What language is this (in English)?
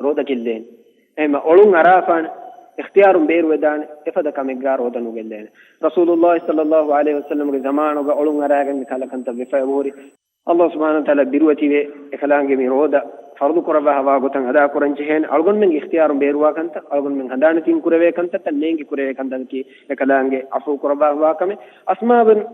Divehi